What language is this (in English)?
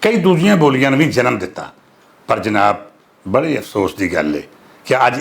Western Panjabi